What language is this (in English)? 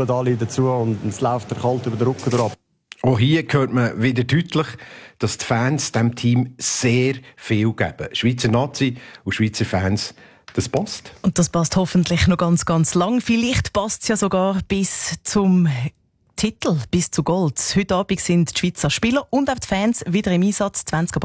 German